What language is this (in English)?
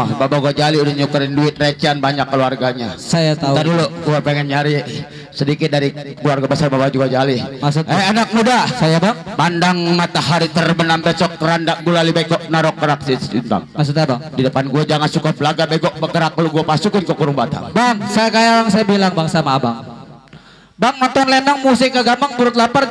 Betawi